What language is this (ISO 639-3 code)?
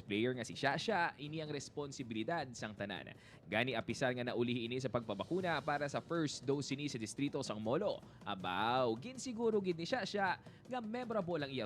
hil